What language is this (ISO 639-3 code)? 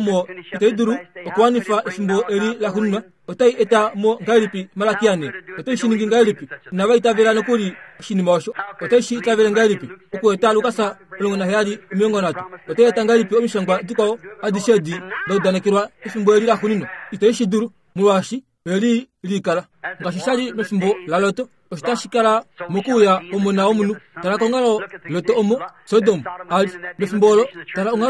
kua